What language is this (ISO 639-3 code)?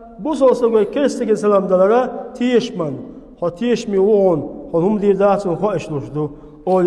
che